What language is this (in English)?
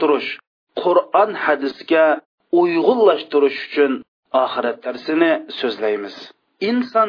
Uyghur